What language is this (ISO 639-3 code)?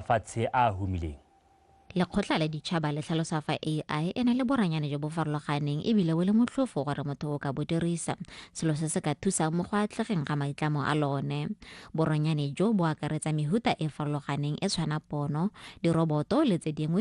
tsn